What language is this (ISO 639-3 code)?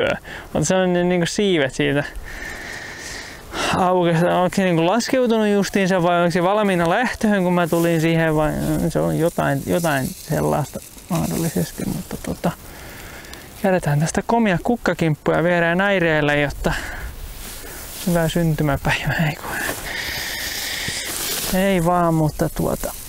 fin